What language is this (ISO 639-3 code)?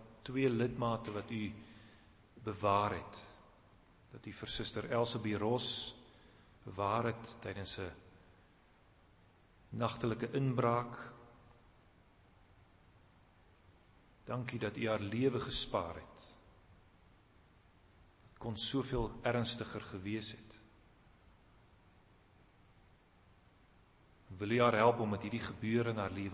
afr